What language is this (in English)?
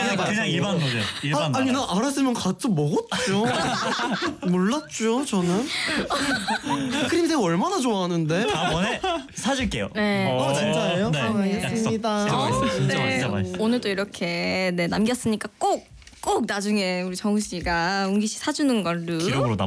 Korean